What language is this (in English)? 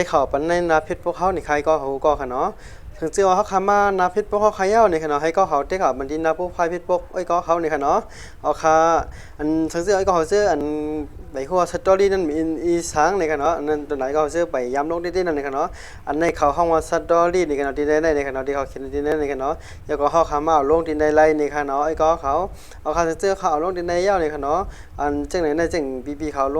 Shan